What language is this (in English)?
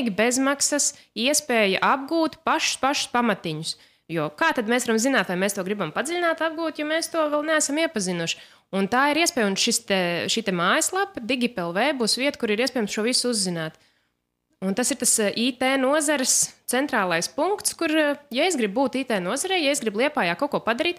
Latvian